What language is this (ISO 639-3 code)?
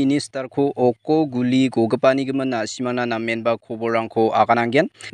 grt